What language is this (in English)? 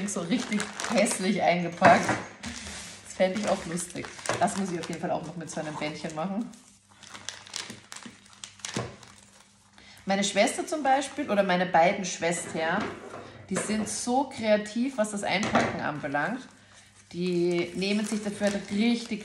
German